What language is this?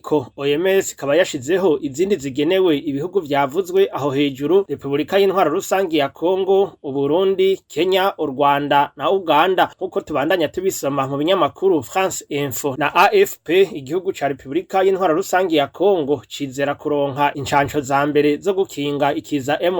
Rundi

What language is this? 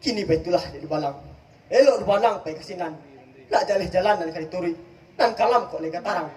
Minangkabau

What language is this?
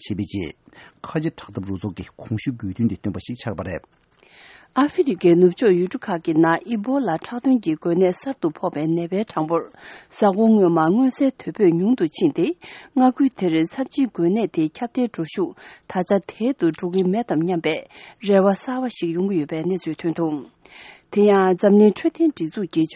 Tibetan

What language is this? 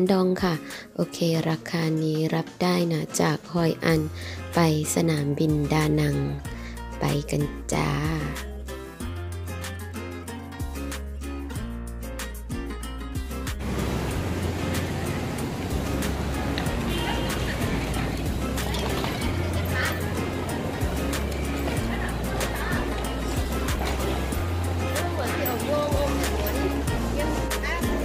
Thai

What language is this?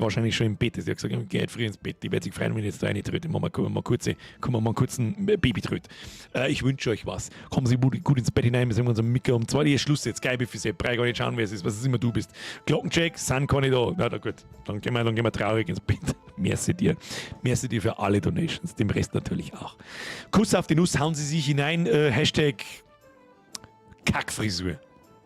Bavarian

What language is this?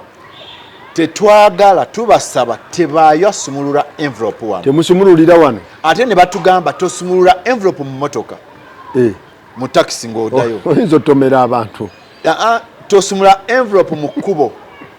Ganda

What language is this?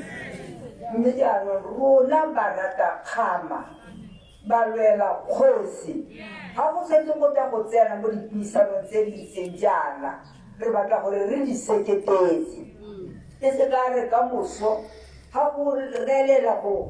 Tswana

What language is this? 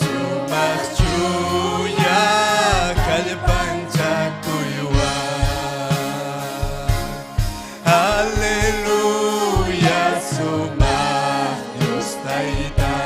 Ayacucho Quechua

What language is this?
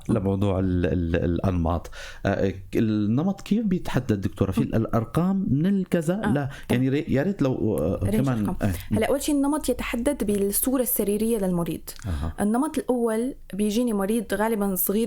North Levantine Arabic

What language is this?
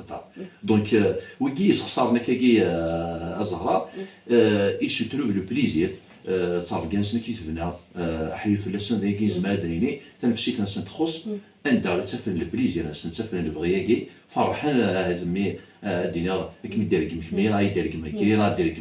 Kabyle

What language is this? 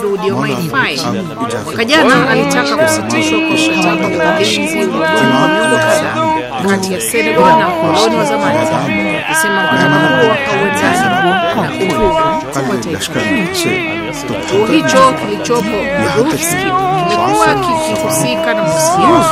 Swahili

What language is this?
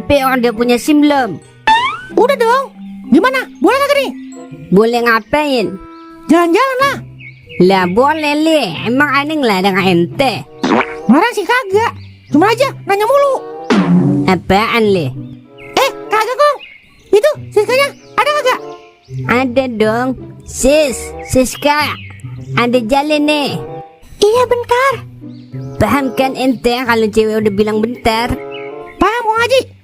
Betawi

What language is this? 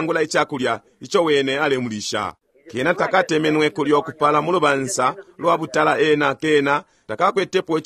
Bemba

